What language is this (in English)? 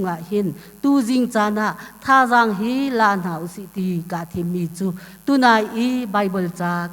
Hakha Chin